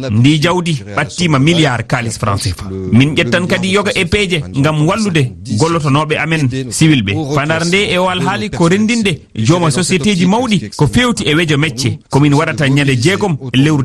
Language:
Fula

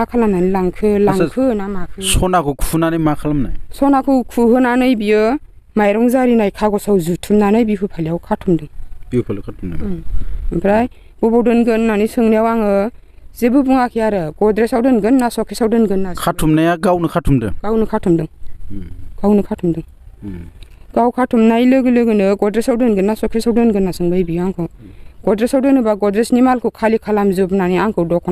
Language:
Bodo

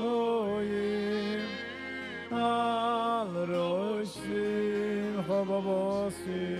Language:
Yiddish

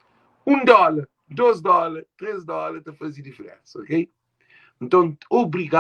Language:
Kabuverdianu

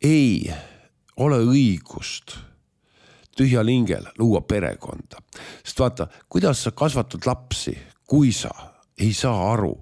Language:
Estonian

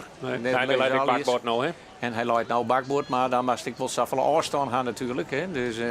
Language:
Western Frisian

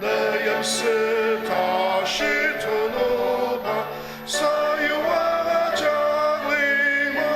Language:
Ao Naga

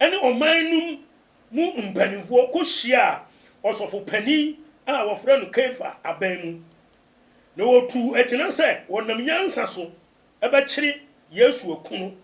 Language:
Akan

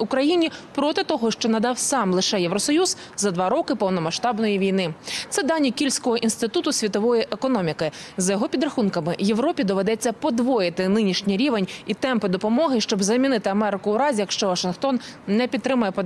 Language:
Ukrainian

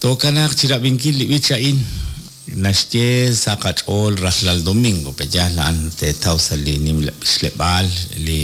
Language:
Kekchí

